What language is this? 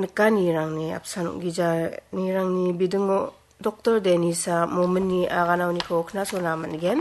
Garo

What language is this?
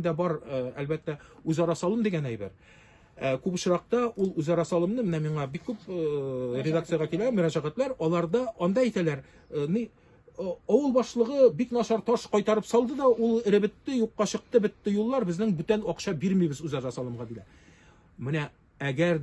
Tatar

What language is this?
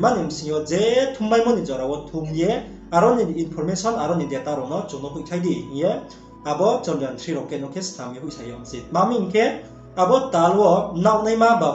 Riang (India)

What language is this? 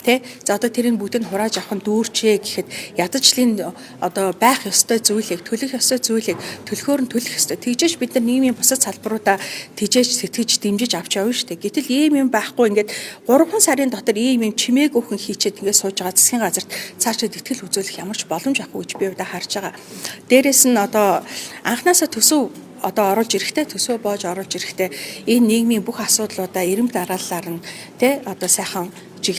Mongolian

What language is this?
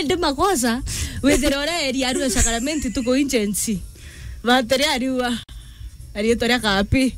Meru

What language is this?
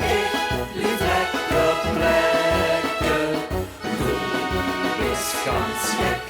Limburgish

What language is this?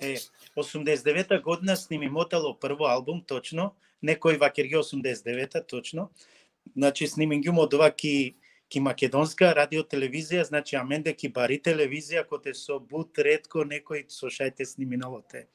Balkan Romani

